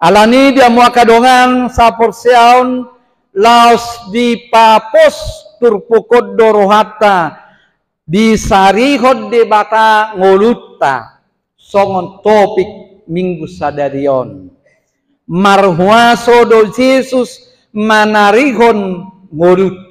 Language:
Batak Toba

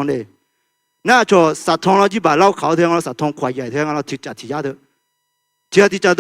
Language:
Akha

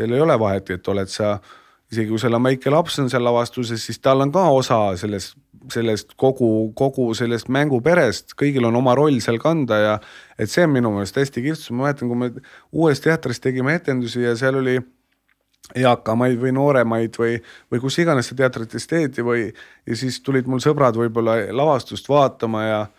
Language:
Estonian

